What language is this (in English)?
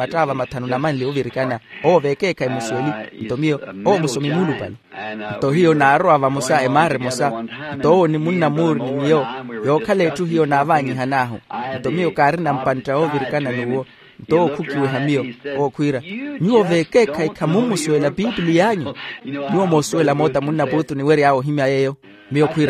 Makhuwa